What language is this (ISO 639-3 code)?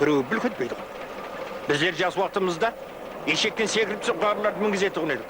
kaa